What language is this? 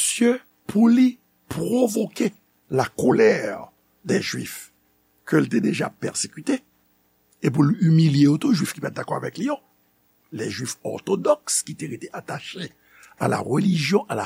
Haitian Creole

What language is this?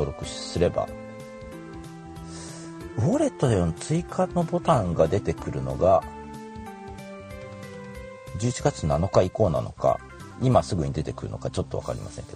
Japanese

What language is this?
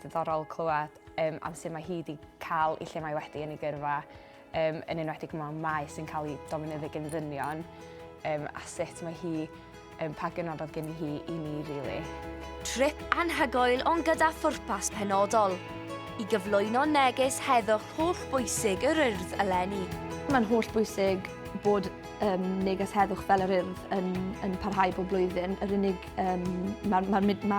Welsh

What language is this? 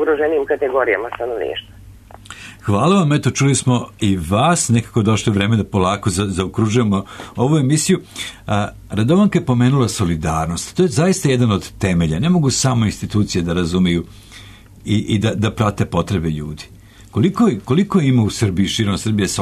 Serbian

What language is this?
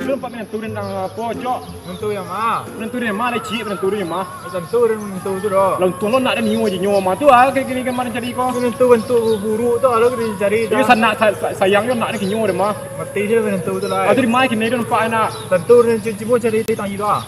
Minangkabau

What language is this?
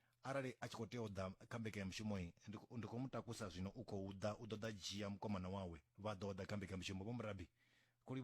Venda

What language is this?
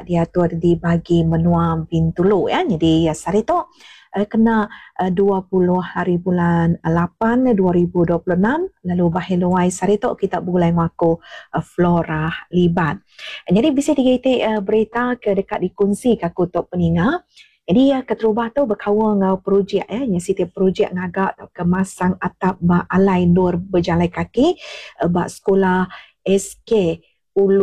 Iban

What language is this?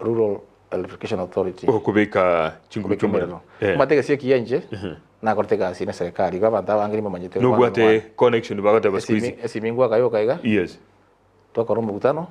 Gusii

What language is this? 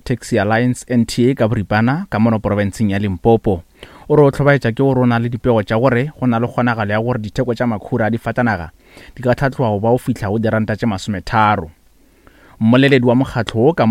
Northern Sotho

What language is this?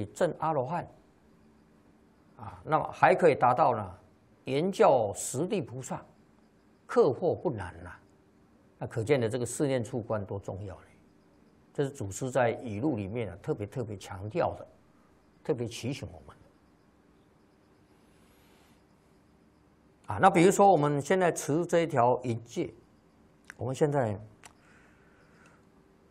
Chinese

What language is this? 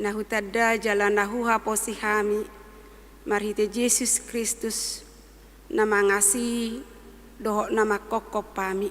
Batak Toba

